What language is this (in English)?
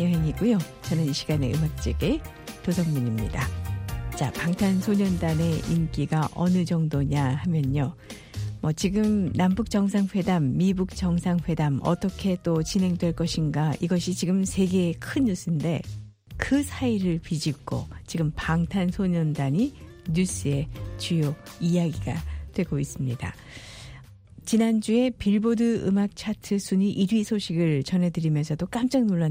Korean